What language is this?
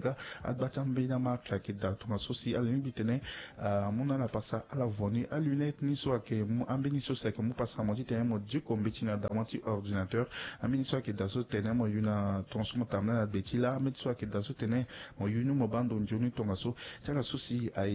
Sango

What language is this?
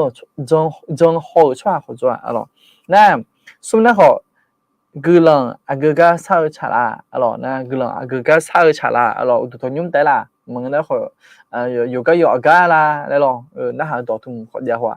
Akha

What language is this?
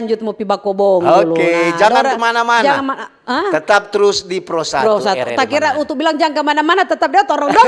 Manado Malay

